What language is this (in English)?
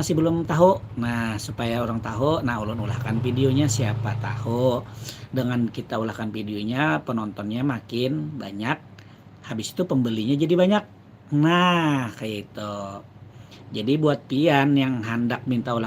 Banjar